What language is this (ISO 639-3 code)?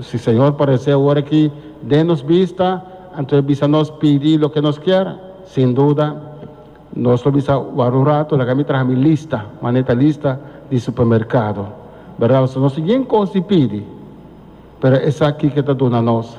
pap